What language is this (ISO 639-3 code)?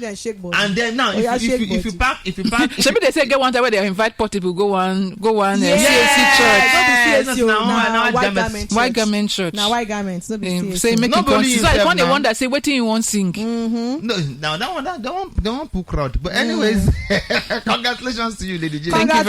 pcm